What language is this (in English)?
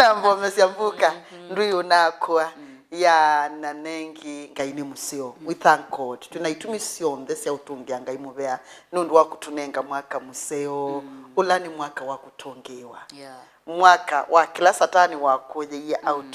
Kamba